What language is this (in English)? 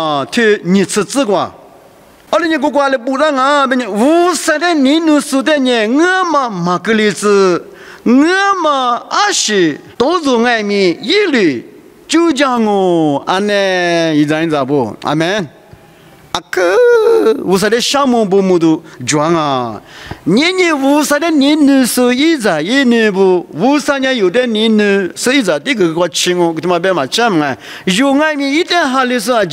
Lisu